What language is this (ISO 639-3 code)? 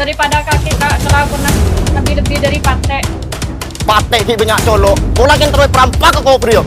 mad